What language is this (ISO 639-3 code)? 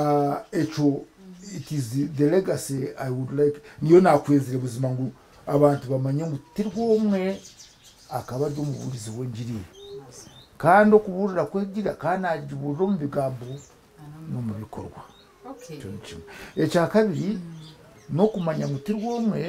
nyn